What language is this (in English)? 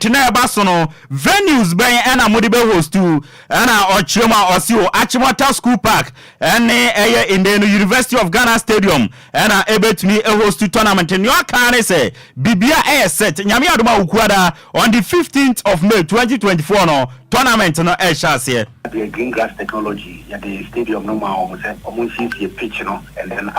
Akan